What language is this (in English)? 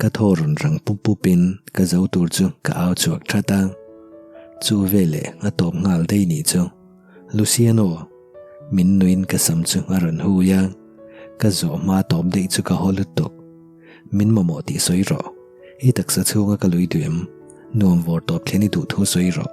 Mizo